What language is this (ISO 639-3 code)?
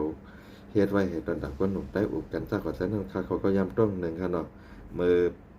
shn